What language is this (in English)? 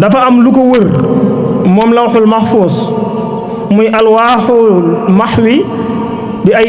Wolof